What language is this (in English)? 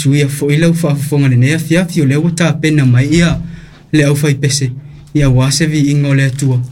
Samoan